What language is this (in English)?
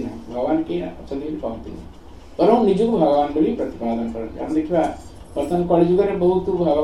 Odia